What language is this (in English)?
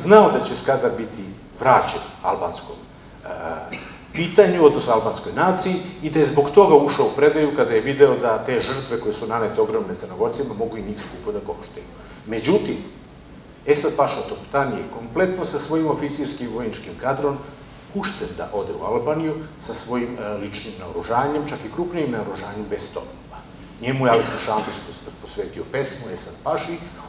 Serbian